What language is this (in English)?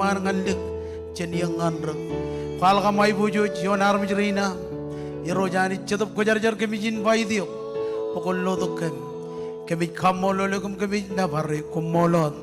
Marshallese